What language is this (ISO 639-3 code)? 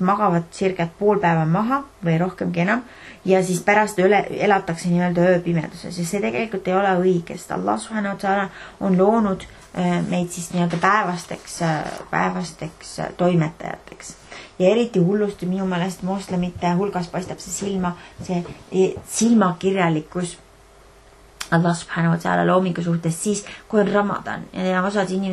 est